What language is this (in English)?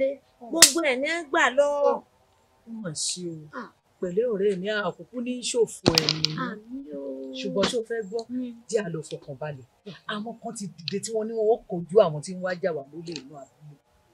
Yoruba